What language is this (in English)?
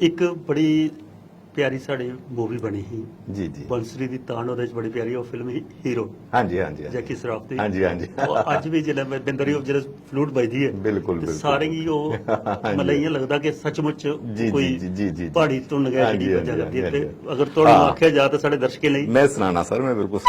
Dogri